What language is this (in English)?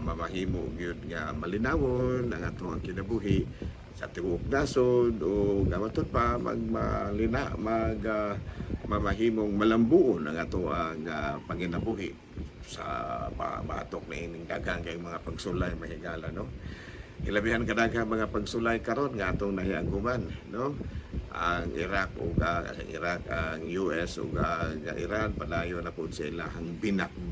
Cebuano